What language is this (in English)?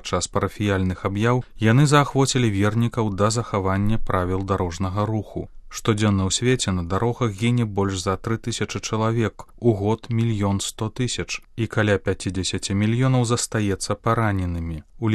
Belarusian